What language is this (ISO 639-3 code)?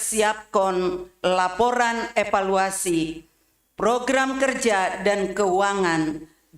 bts